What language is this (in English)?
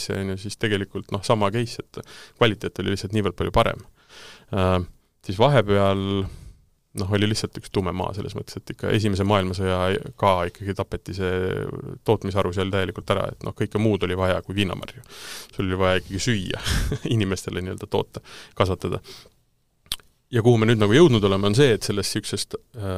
Estonian